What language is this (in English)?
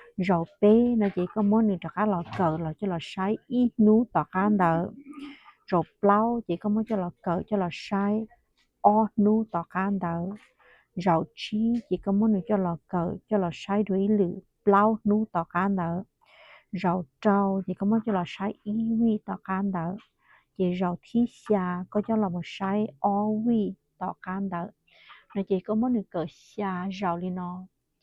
Hmong